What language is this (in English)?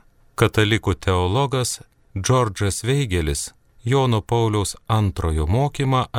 Lithuanian